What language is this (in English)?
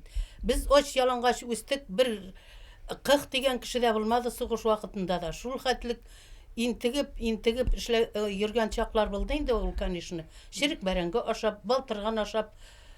Bashkir